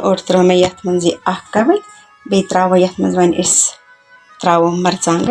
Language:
Kashmiri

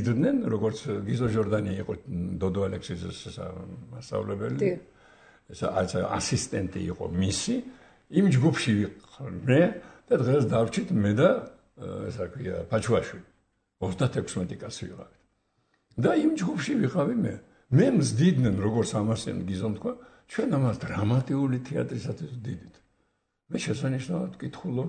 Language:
Georgian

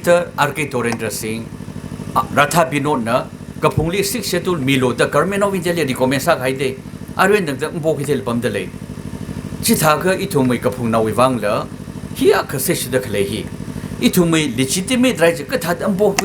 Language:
Tangkhul Naga (India)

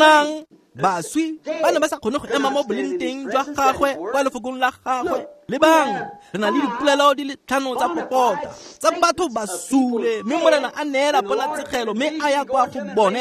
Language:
Tswana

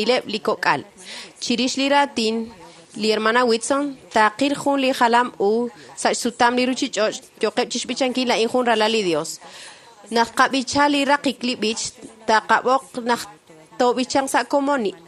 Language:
Kekchí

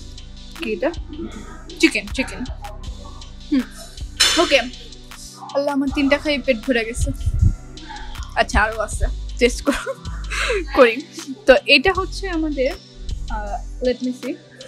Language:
Bangla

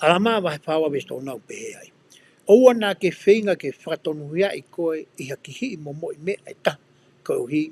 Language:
Tongan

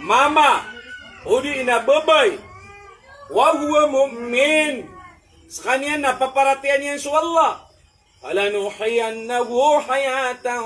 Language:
Maranao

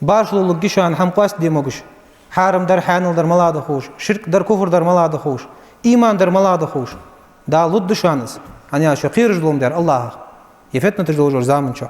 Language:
Ingush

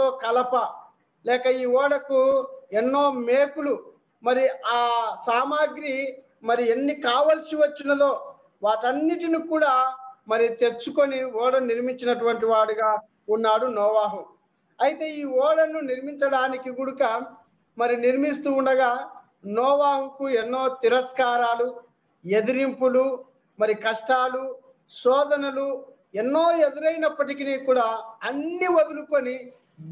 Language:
Telugu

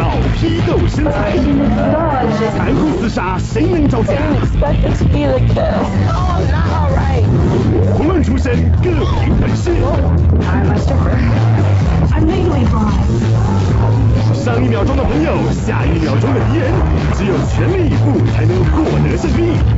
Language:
Chinese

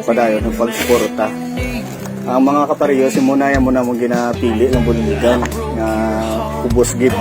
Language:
Hiligaynon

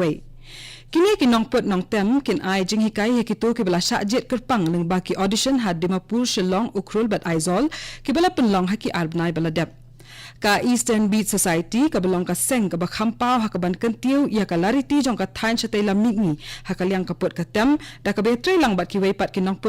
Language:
Khasi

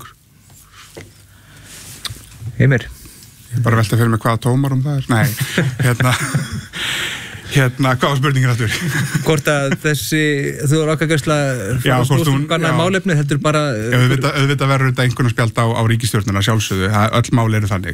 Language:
Icelandic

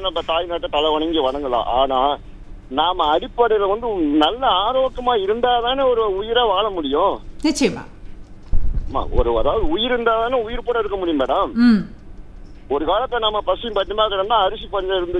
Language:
Tamil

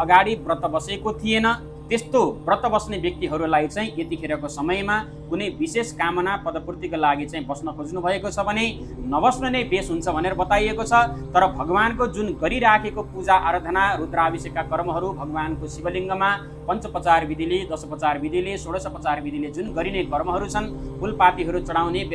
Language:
Nepali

